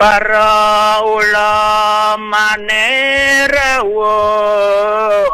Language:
Balinese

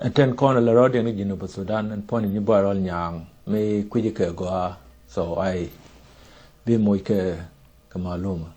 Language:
Nuer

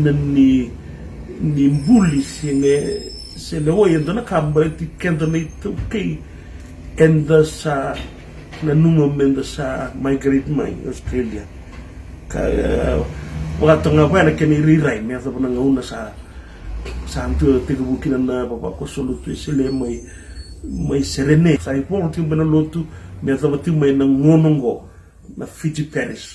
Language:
Fijian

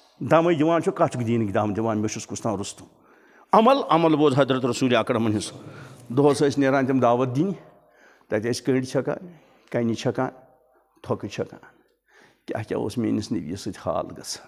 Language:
Kashmiri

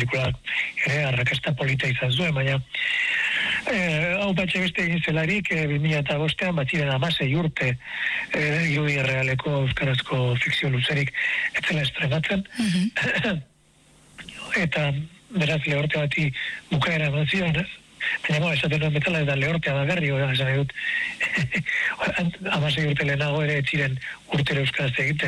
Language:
Basque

